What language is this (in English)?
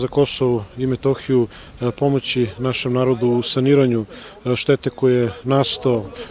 Serbian